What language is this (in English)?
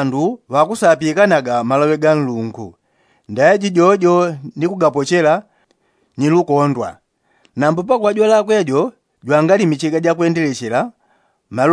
Yao